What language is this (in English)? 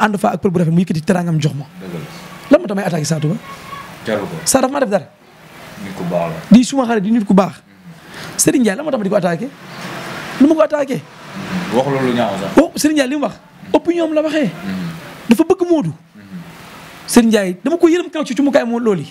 Wolof